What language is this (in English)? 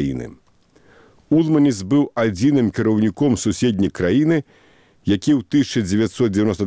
Belarusian